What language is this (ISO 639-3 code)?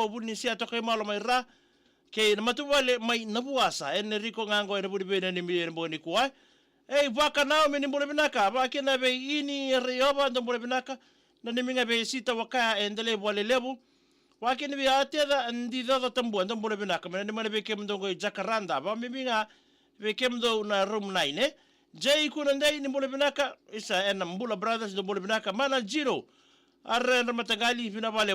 fij